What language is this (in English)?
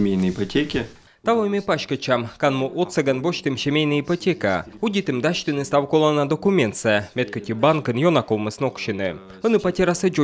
Komi